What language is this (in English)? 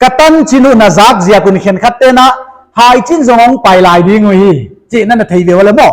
Paite Chin